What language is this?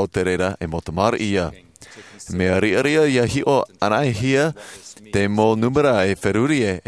Tahitian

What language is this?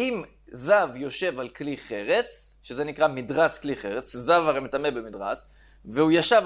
Hebrew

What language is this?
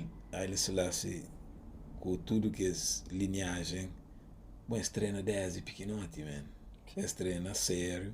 Kabuverdianu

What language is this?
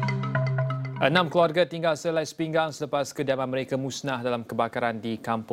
Malay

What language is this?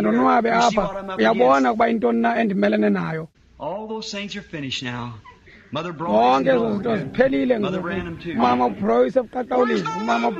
Xhosa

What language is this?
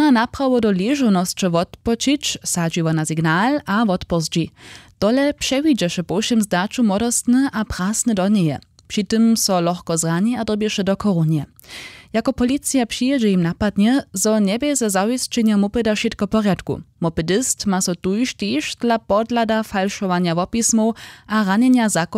Upper Sorbian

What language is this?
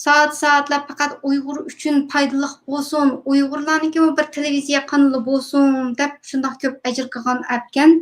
Uyghur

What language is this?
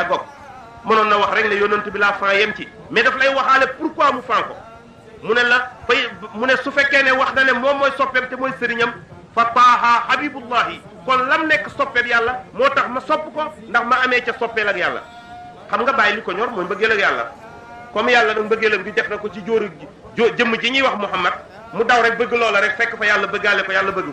Wolof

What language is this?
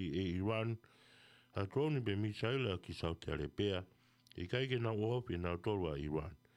Tongan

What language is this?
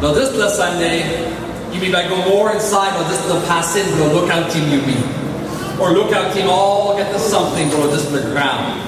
Tok Pisin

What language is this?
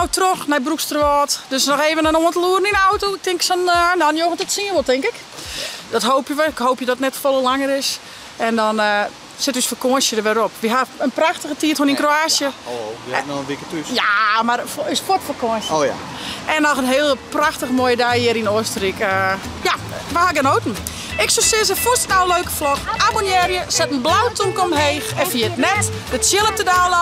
Western Frisian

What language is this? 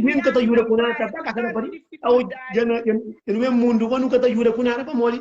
Kabuverdianu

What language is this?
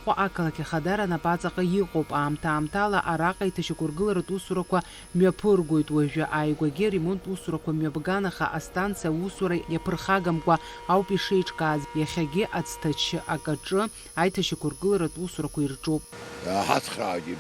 Abkhazian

